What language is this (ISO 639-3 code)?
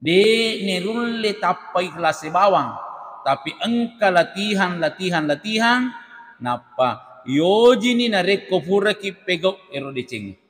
bug